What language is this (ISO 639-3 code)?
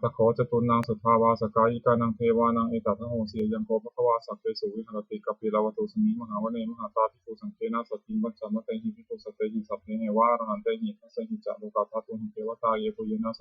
pli